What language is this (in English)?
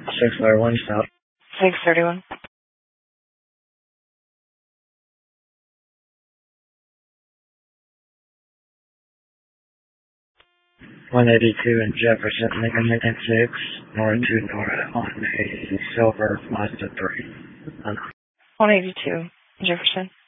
English